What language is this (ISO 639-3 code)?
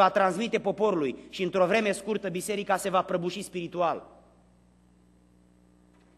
ron